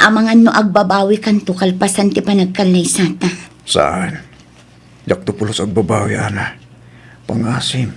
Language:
Iloko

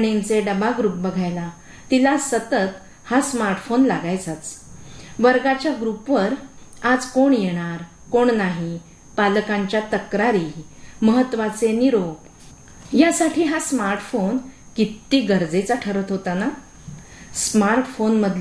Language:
Marathi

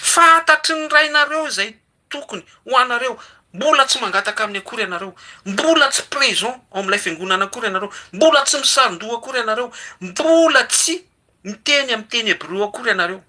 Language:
Malagasy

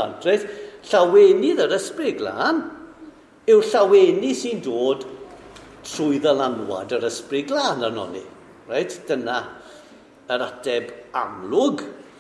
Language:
Welsh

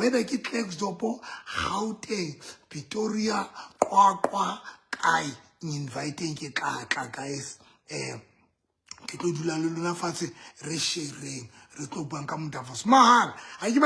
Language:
Southern Sotho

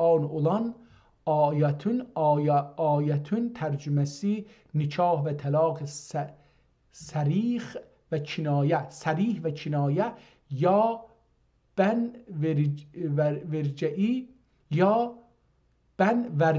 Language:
South Azerbaijani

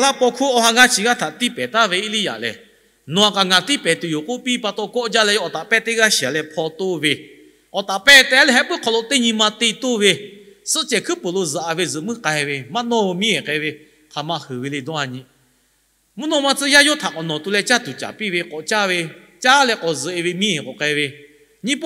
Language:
Lahu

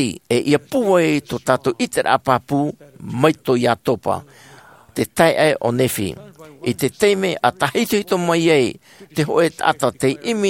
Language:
Tahitian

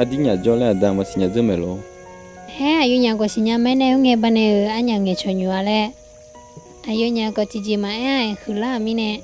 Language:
Akha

